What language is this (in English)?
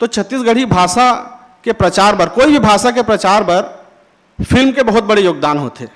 Chhattisgarhi